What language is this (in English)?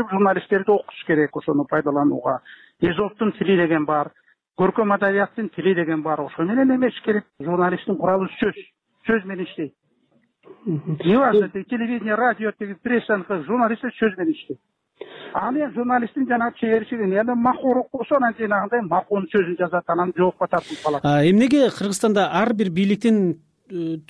Kyrgyz